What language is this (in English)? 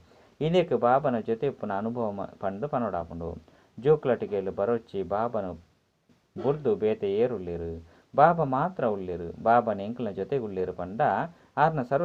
Tulu